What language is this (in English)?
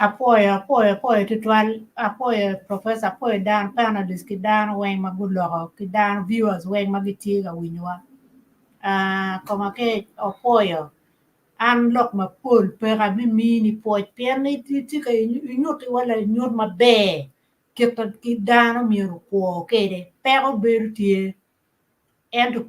Acoli